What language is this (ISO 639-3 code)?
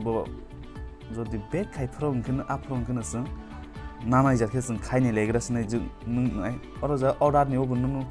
trp